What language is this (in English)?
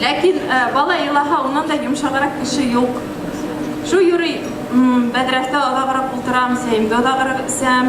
Bashkir